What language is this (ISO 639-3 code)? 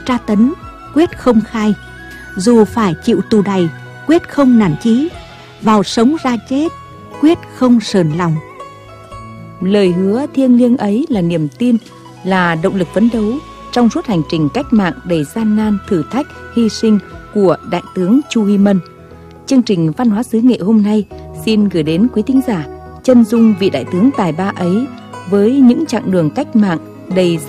vie